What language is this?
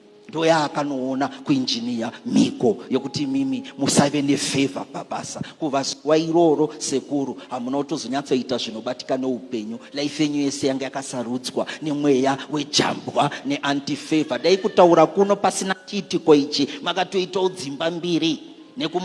Shona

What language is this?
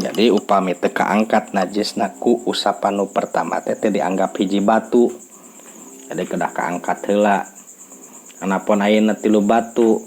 Sundanese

